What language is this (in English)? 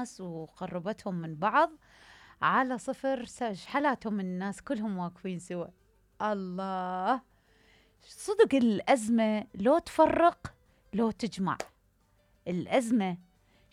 Mesopotamian Arabic